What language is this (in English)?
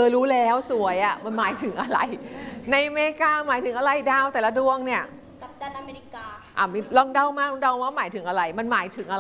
Thai